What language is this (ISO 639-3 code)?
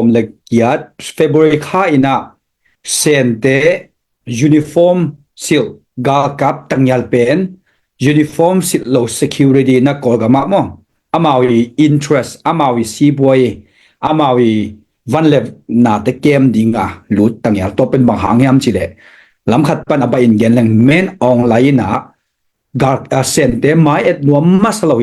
ctd